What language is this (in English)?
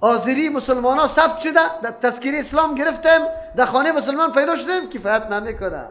Persian